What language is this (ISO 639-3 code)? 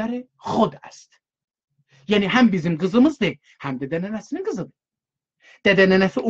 azb